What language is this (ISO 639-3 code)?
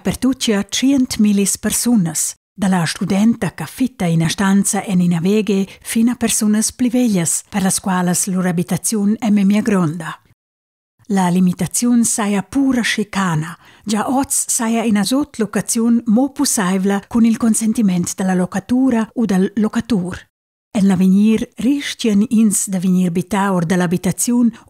roh